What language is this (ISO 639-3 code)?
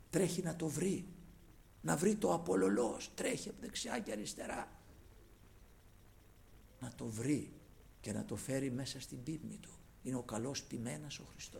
ell